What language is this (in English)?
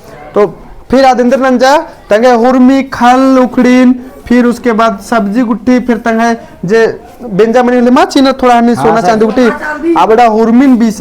Kurukh